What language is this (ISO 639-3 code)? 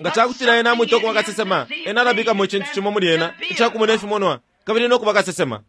bem